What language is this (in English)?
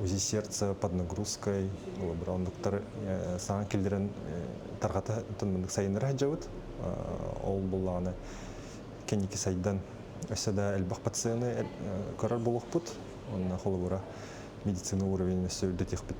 Yakut